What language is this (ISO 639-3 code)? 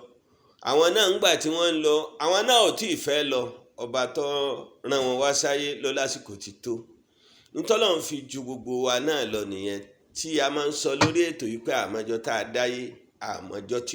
yor